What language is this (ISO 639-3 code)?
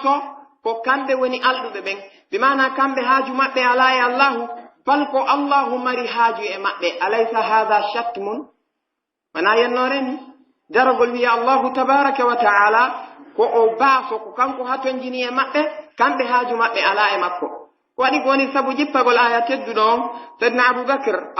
fuf